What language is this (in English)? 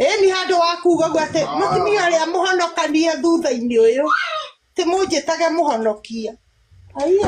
Kikuyu